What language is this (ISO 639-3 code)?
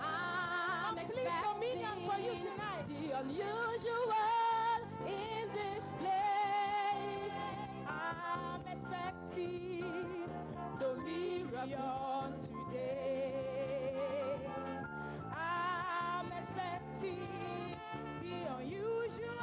ewe